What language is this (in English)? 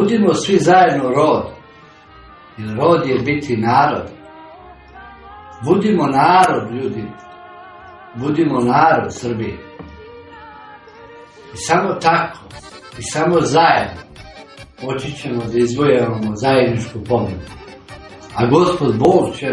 Serbian